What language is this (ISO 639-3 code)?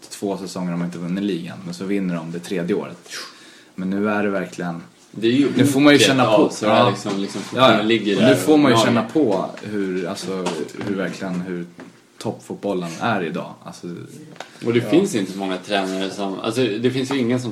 swe